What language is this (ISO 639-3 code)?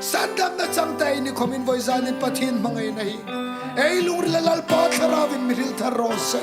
hmr